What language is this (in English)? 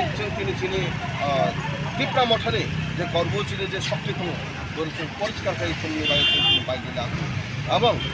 Kok Borok